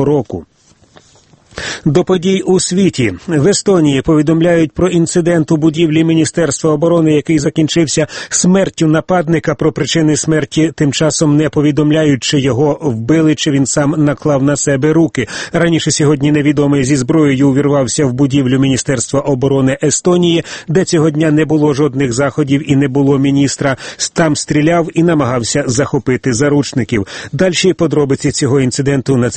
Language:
Ukrainian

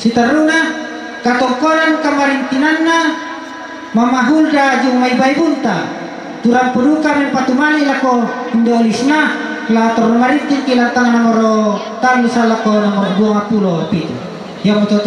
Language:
Toraja-Sa'dan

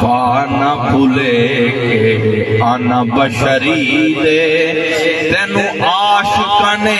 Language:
Saraiki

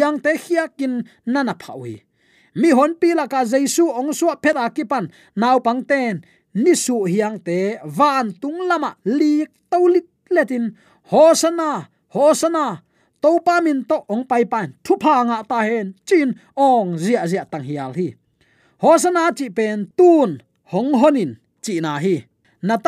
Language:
Tedim Chin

